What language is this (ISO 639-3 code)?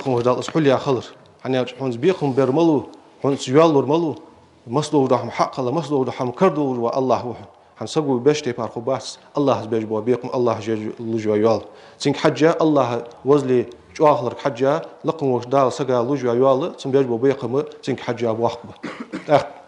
inh